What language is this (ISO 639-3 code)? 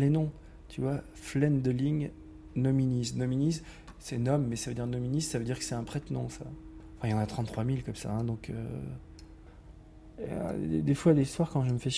fra